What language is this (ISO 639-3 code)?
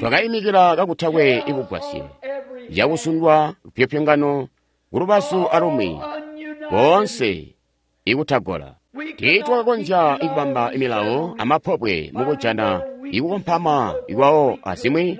toi